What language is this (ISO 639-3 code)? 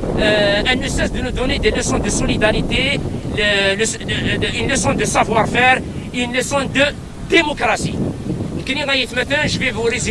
kab